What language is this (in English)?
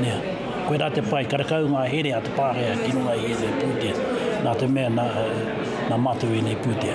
Māori